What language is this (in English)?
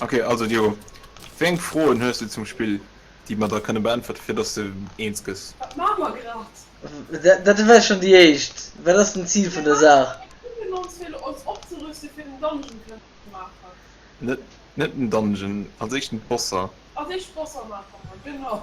Luxembourgish